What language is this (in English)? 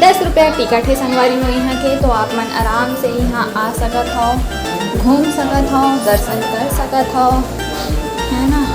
Chhattisgarhi